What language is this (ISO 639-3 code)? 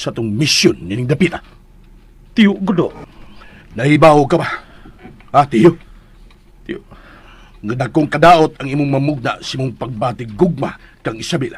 ceb